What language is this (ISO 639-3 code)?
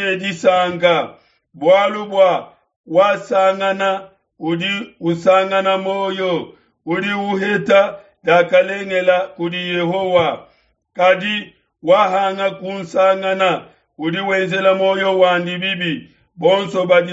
lua